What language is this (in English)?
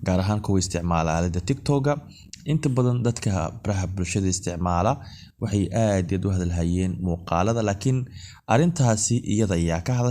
Somali